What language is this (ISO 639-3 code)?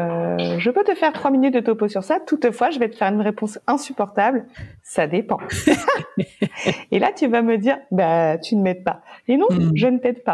fra